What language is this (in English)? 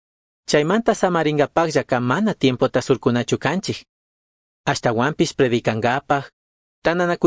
Chimborazo Highland Quichua